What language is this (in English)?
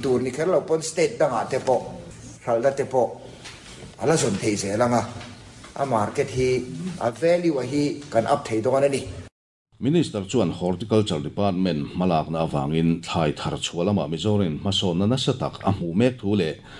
Mizo